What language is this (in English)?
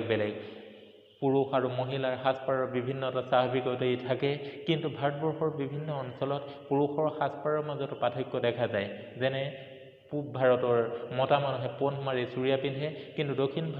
Assamese